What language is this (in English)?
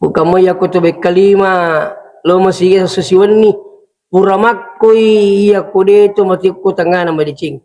Buginese